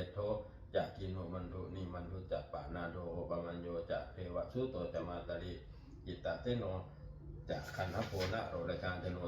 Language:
Pali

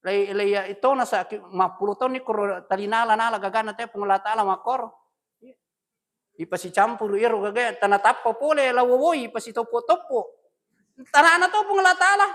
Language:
Buginese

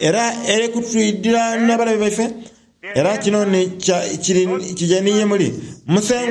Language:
Soga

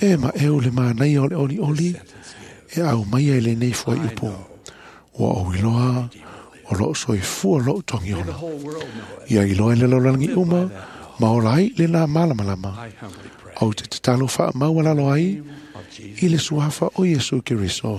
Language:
Samoan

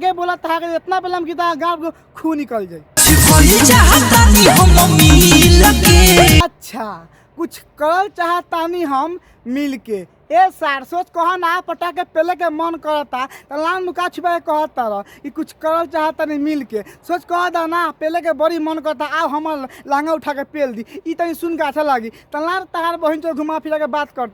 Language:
Bhojpuri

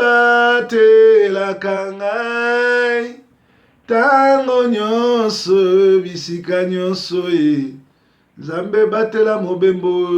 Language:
Lingala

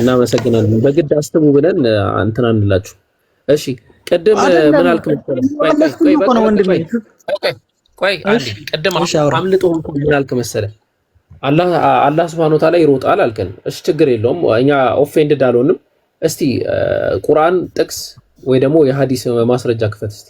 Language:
Amharic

